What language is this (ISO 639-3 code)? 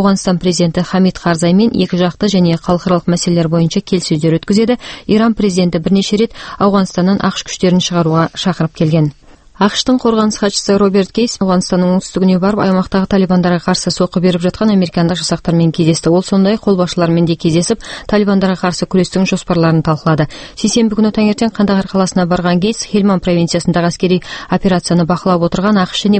kaz